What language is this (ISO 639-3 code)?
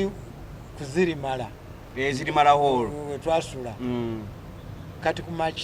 lug